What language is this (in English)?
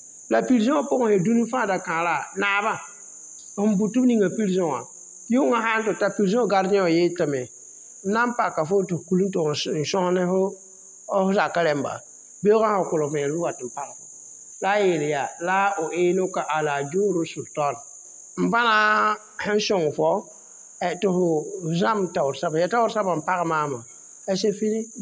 Mossi